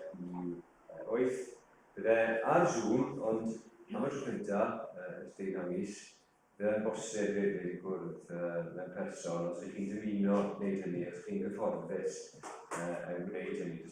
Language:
Welsh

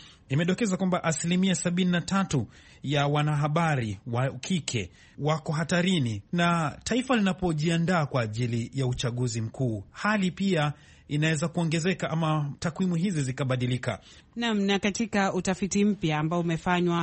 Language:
Swahili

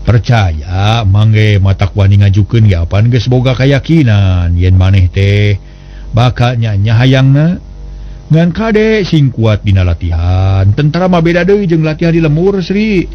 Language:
Sundanese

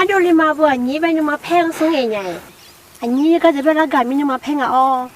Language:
Akha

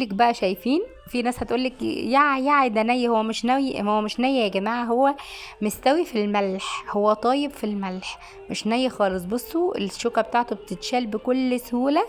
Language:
Egyptian Arabic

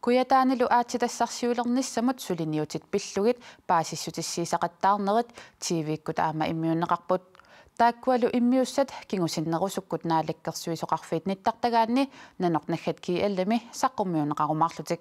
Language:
Kalaallisut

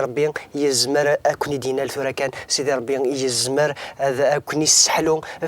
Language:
Kabyle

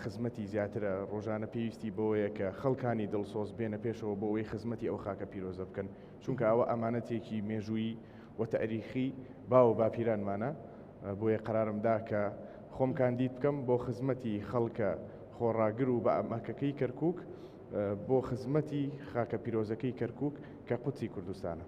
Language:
Central Kurdish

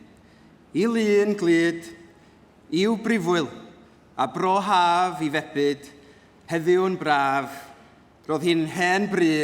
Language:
Welsh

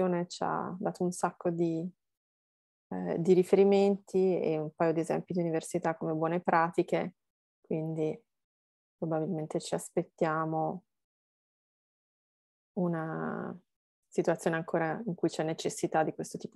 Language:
Italian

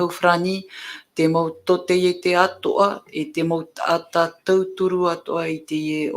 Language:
Tahitian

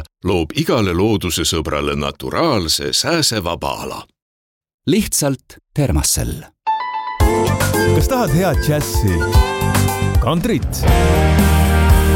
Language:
Estonian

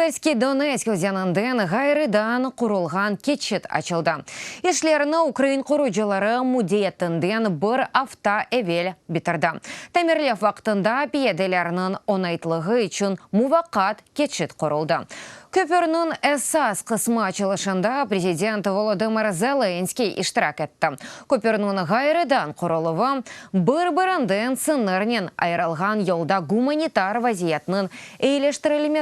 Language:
Crimean Tatar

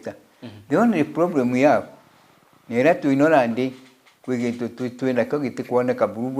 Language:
Meru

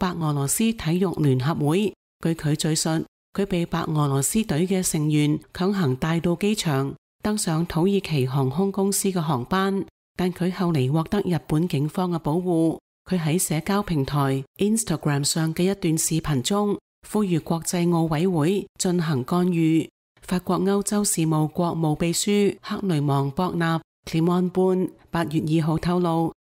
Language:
Cantonese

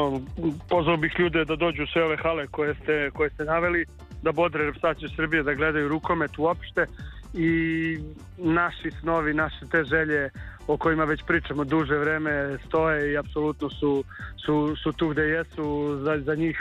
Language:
Serbian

